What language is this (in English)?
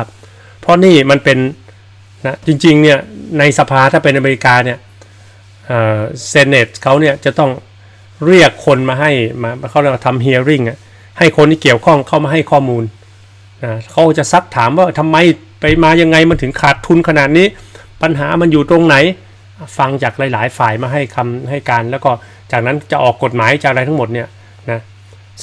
Thai